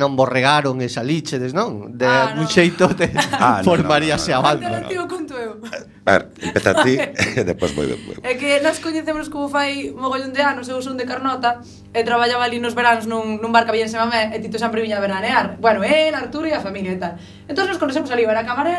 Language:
Galician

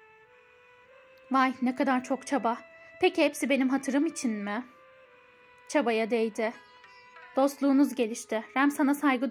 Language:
Turkish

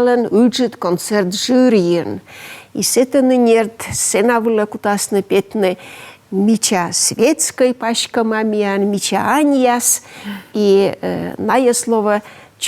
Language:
Komi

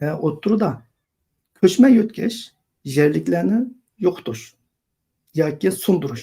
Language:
Uyghur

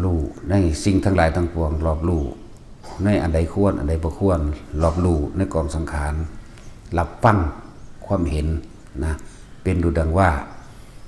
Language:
Northeastern Thai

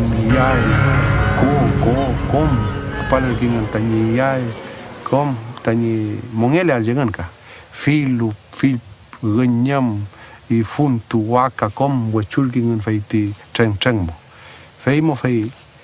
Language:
Mapuche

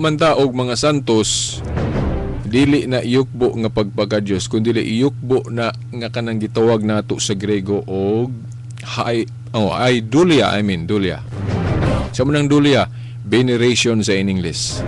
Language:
Cebuano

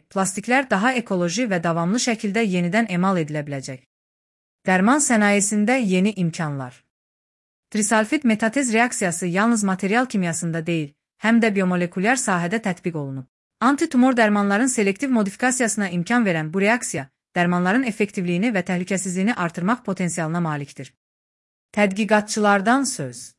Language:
Azerbaijani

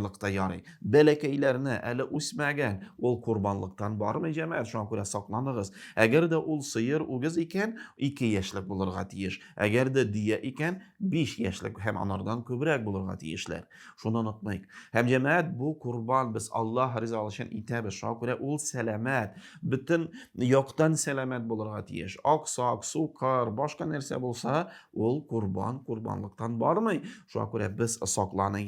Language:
Tatar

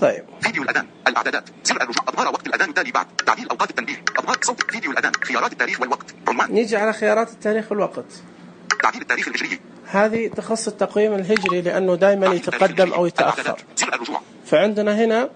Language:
Najdi Arabic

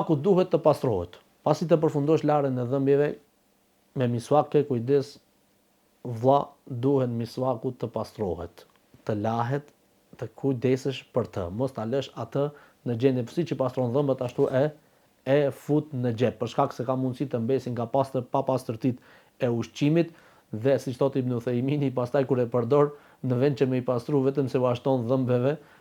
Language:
Albanian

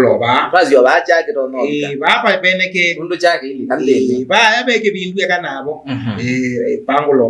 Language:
Kamba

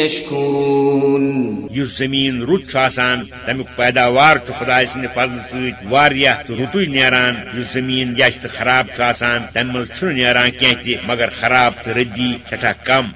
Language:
Kashmiri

